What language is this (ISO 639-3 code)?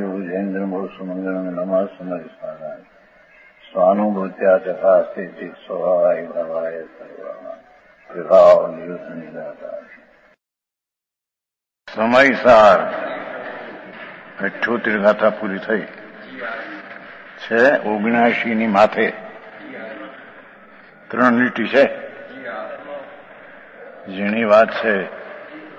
guj